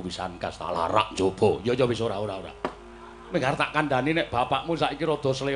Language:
Javanese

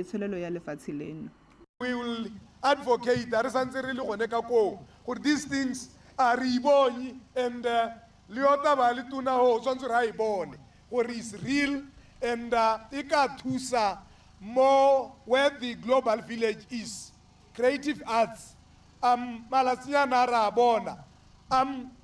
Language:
Tswana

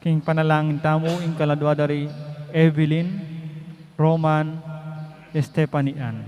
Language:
Pampanga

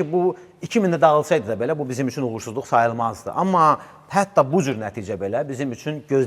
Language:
Azerbaijani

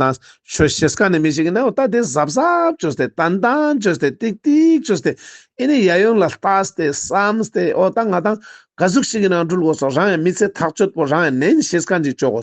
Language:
Ladakhi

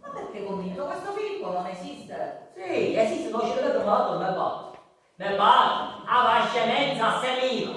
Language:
Sicilian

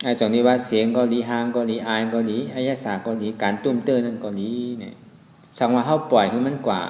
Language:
Shan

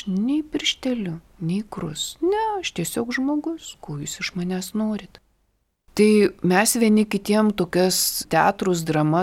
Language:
Lithuanian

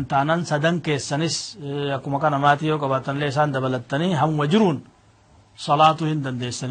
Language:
Oromo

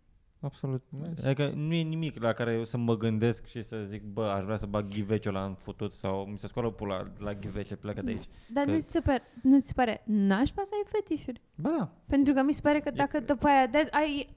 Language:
Romanian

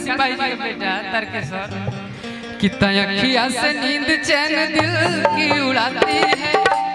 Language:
Bhojpuri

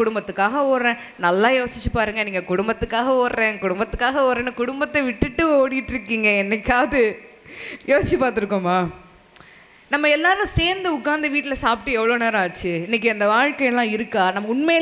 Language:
Tamil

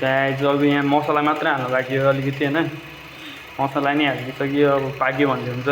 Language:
Nepali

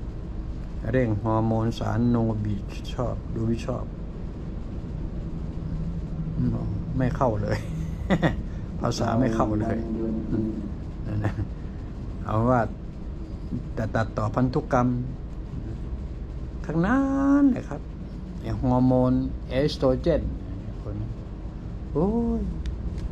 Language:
Thai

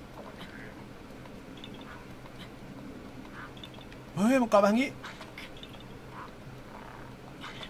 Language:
Thai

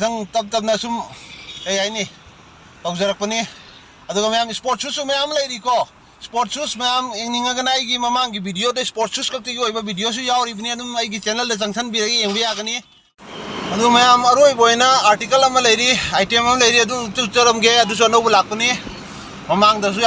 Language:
Manipuri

